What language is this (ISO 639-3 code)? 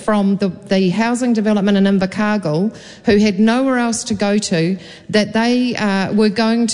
eng